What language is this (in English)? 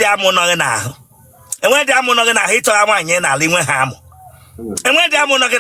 Igbo